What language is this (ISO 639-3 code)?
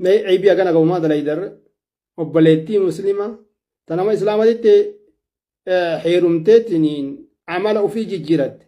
orm